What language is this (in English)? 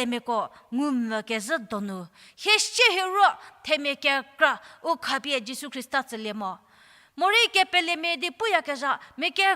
Angami Naga